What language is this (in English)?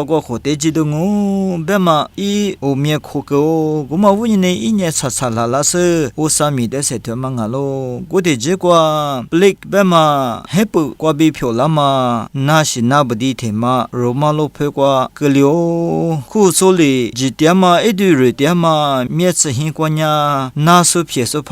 Lisu